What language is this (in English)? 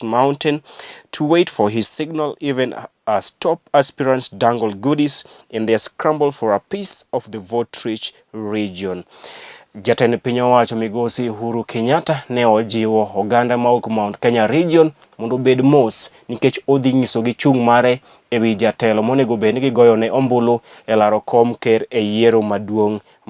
Luo (Kenya and Tanzania)